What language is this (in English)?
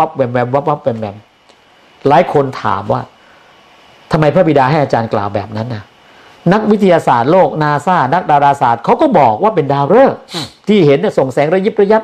Thai